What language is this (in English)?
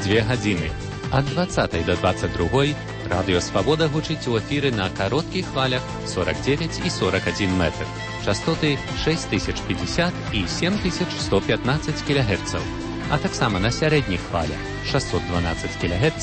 Belarusian